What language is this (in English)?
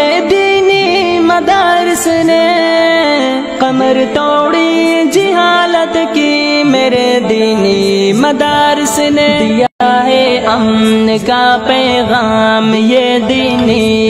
Urdu